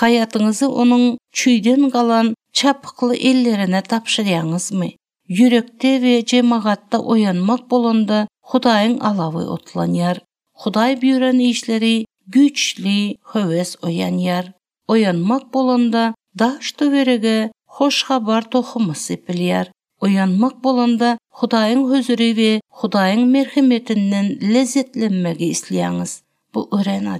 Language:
Turkmen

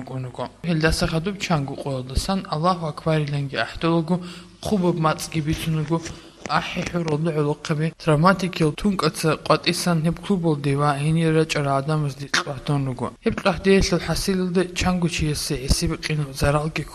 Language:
Avaric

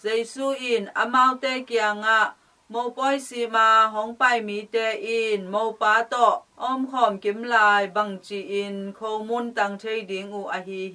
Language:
Tedim Chin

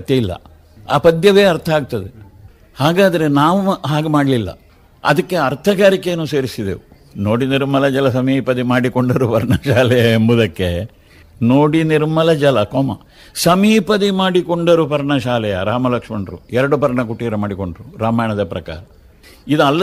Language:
Kannada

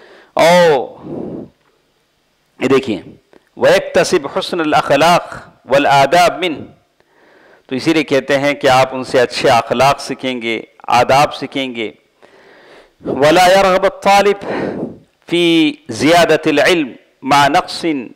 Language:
Urdu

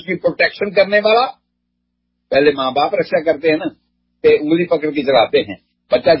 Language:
Urdu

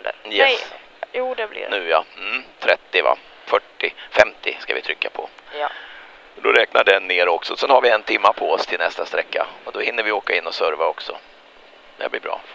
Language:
Swedish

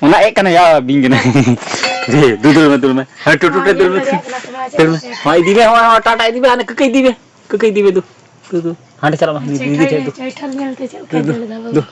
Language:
Santali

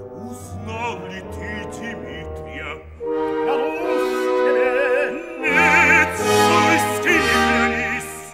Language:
Russian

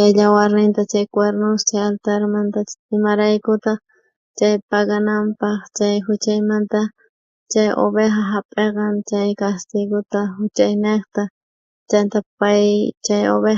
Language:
South Bolivian Quechua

